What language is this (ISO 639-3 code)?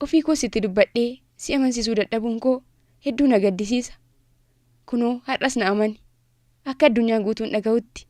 orm